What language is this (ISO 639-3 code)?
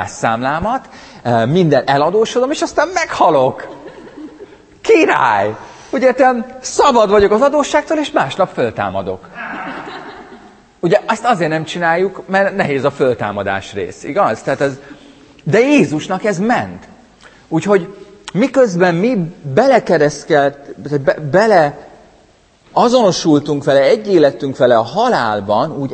hun